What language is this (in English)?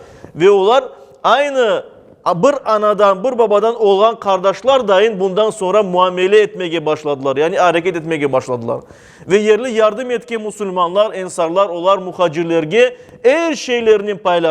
Crimean Tatar